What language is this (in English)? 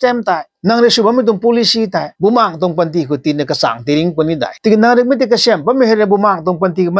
Rongmei Naga